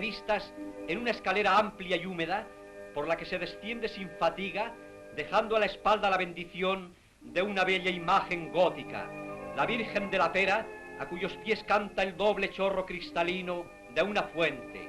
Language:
Ladino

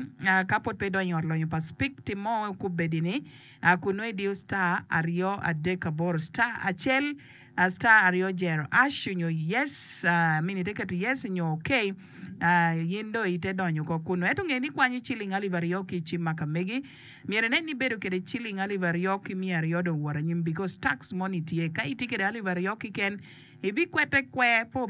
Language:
Acoli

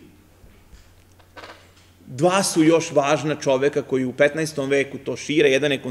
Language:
Serbian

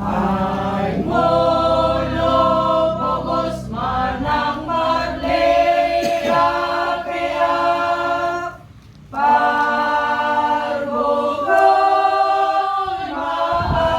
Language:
Batak Toba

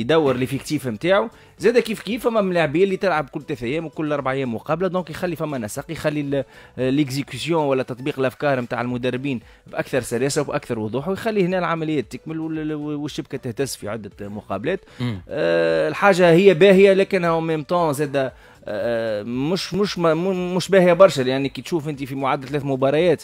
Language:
Tunisian Arabic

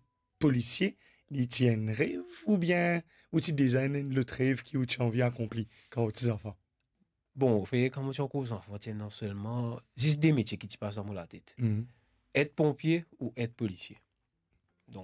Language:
Morisyen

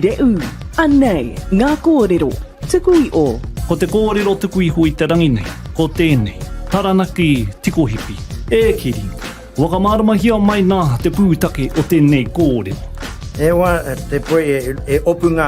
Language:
Māori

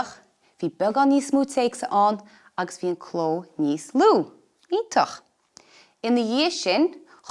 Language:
Irish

